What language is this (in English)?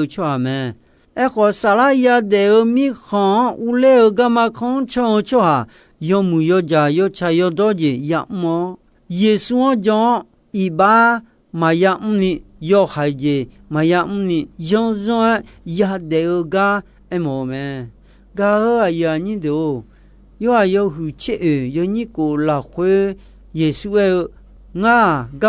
Akha